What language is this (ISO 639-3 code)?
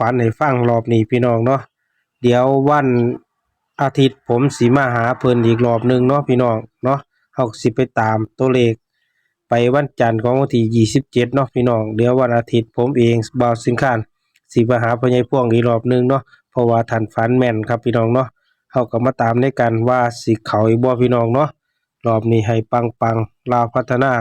lao